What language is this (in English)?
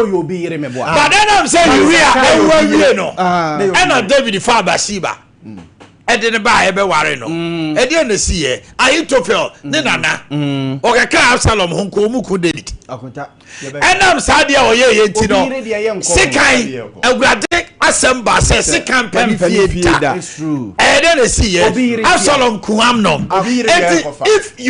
Akan